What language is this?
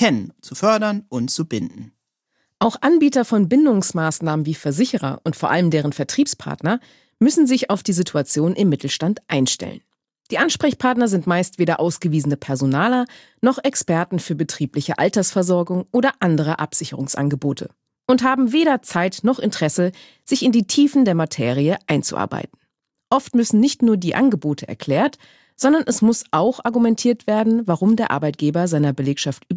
German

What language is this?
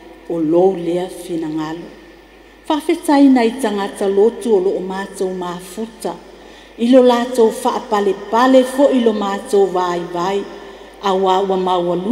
Samoan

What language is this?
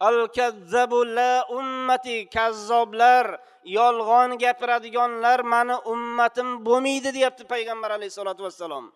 Uzbek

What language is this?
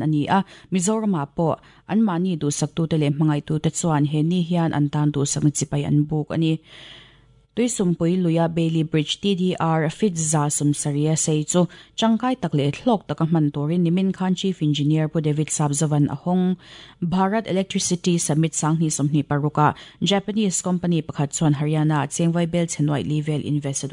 Mizo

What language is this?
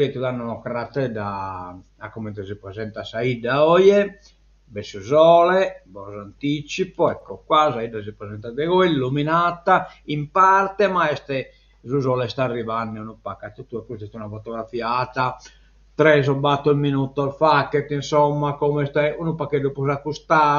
Sardinian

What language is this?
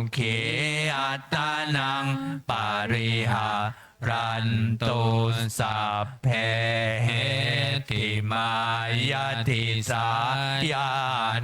Pali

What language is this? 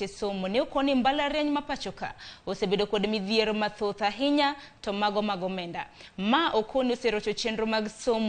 Luo (Kenya and Tanzania)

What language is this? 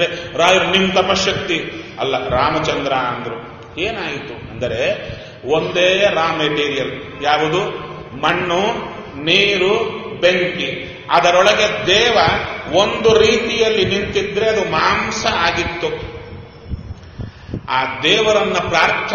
Kannada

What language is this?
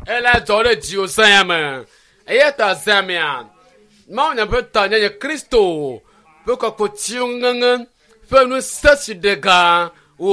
Ewe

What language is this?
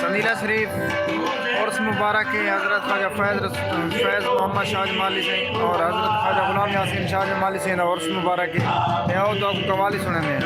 Saraiki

